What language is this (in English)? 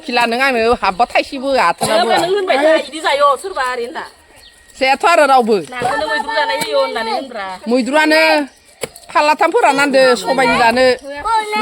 Bodo